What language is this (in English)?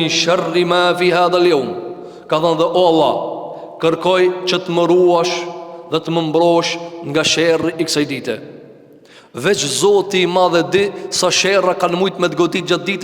Albanian